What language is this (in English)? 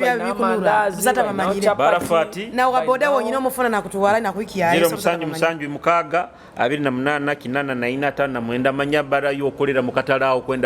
Nyoro